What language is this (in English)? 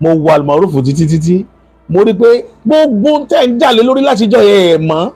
Yoruba